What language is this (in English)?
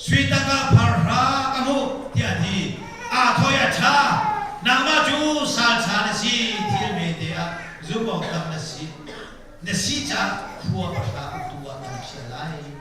Hakha Chin